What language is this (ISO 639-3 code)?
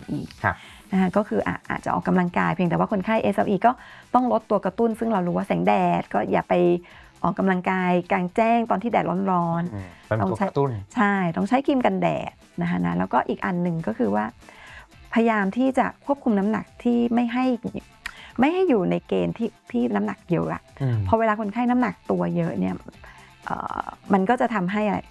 tha